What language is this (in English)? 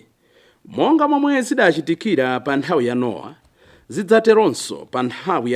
Nyanja